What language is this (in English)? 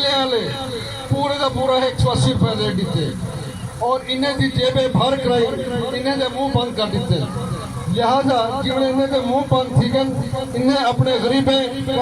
Saraiki